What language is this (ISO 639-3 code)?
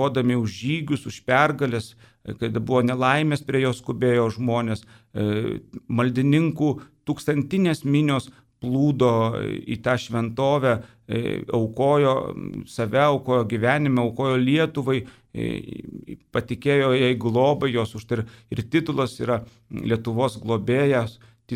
lit